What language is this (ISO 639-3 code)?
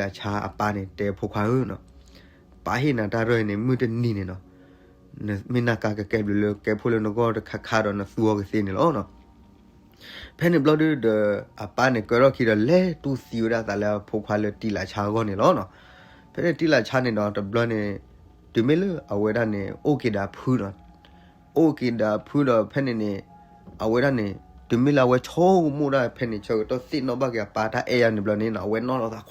ksw